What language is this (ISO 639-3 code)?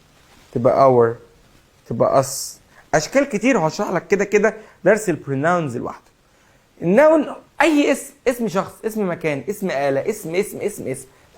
arz